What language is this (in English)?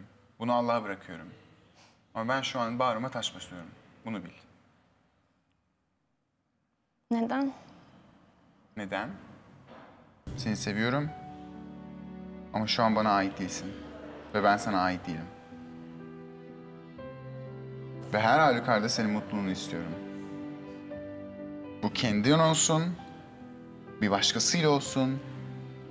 Turkish